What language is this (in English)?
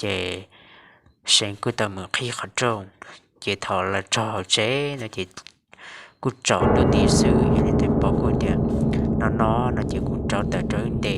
Hmong